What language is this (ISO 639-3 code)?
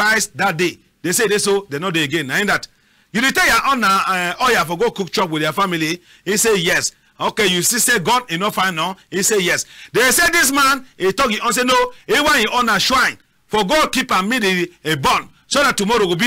wes